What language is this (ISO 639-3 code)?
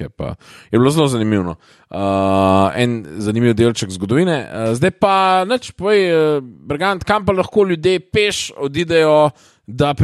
slv